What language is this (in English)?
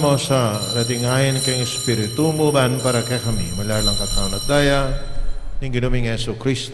Pampanga